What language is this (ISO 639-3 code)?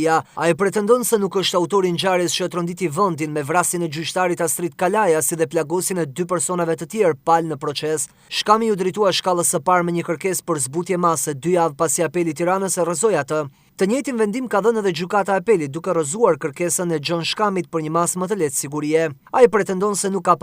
sqi